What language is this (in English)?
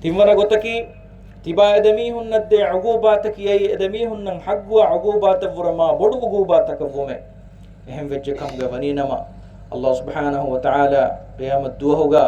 Divehi